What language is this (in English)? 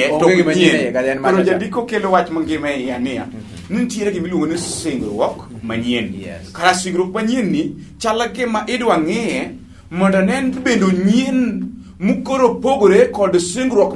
Luo (Kenya and Tanzania)